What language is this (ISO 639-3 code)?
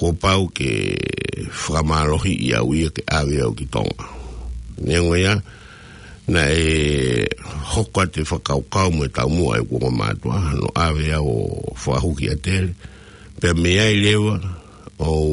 ton